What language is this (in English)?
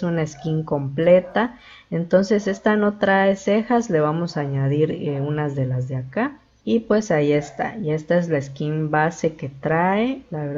Spanish